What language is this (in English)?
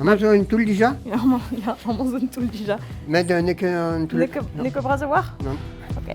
Breton